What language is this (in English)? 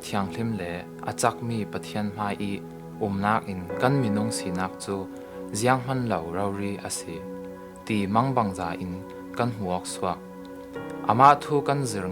Falam Chin